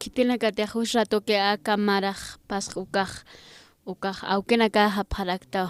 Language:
Aymara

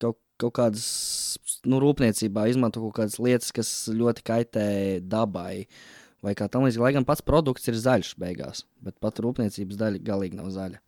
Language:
Latvian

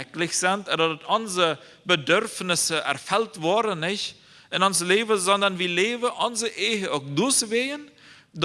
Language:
Plautdietsch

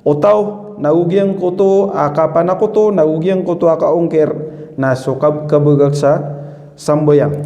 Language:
Maranao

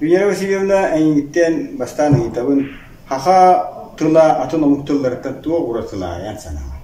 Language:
Yakut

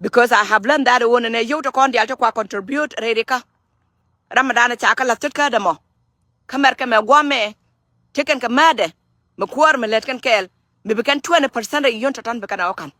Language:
Nuer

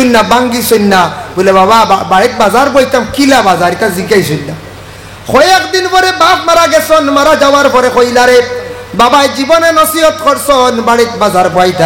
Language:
Sylheti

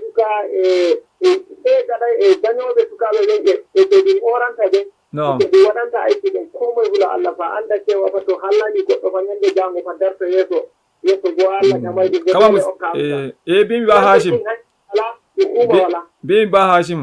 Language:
Fula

